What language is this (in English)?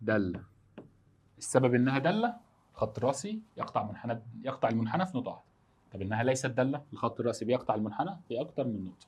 Egyptian Arabic